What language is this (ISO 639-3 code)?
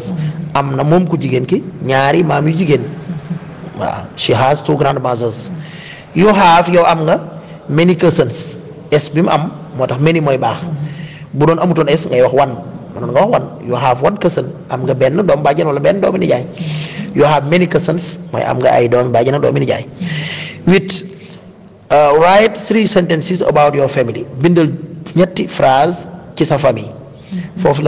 wol